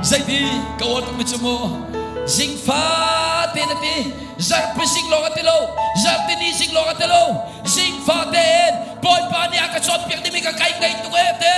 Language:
Hakha Chin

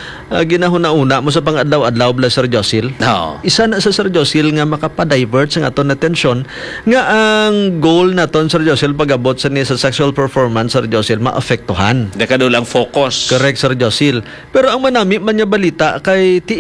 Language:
Hiligaynon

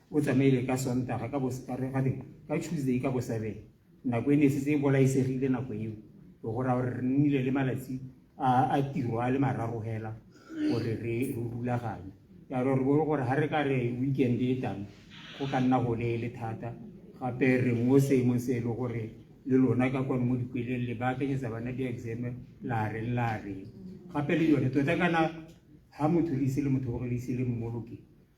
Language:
Tswana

